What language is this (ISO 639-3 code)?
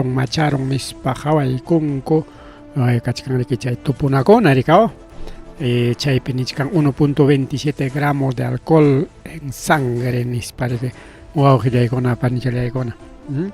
quy